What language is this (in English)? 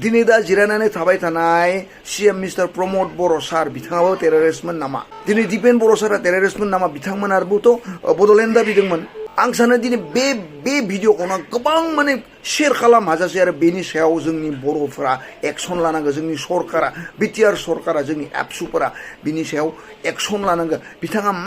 Bodo